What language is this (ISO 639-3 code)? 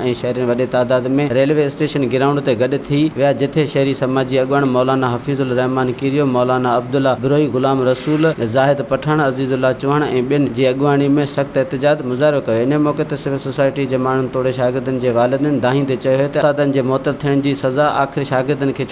snd